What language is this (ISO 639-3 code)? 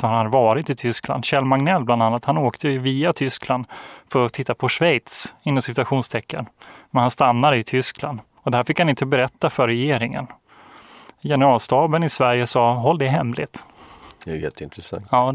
swe